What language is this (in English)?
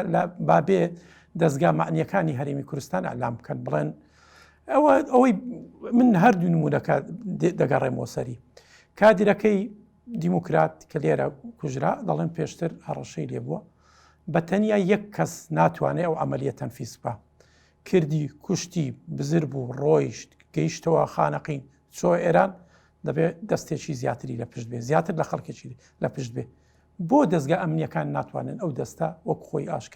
Central Kurdish